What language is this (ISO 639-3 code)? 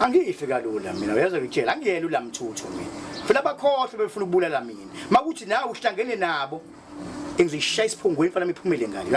zul